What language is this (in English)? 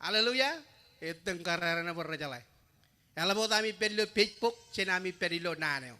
Marshallese